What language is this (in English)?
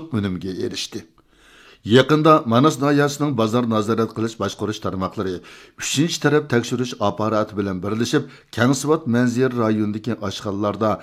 Uyghur